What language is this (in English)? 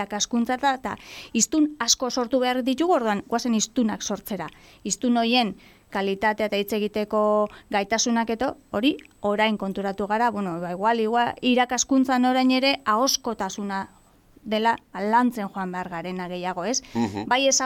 Basque